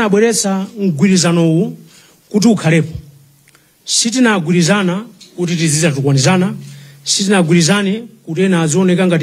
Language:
Nyanja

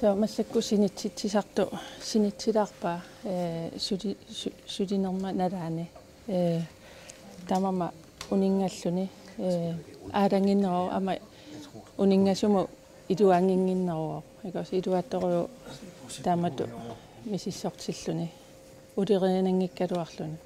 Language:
Kalaallisut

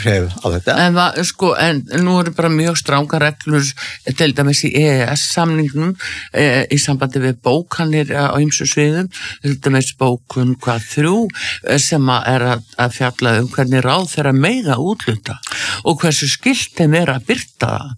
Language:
Icelandic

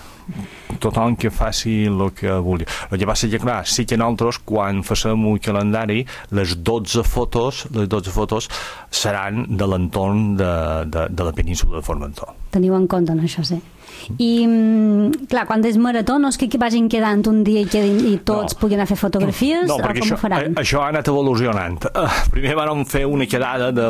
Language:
Catalan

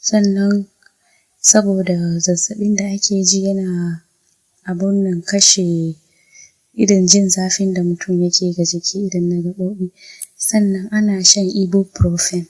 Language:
Hausa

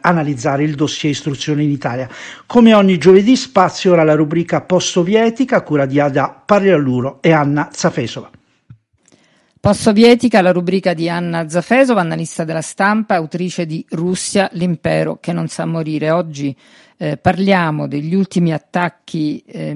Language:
Italian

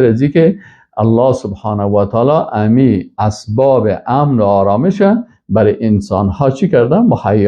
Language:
Persian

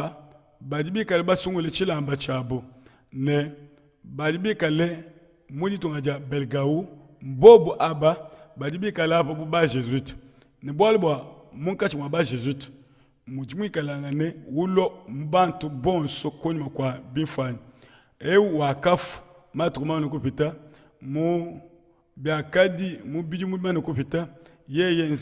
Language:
Luba-Lulua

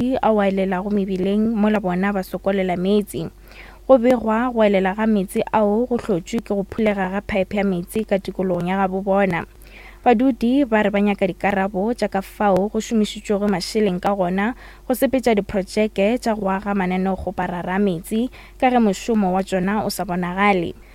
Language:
Northern Sotho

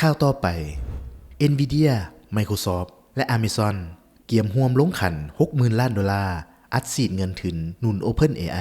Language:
Lao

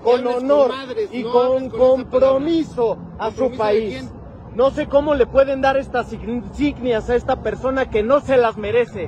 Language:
Spanish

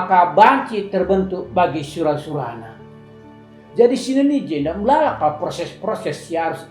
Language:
Batak Karo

